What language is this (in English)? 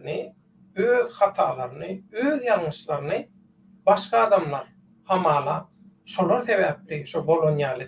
Turkmen